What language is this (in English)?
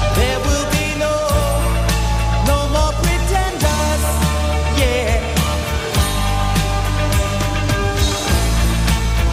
French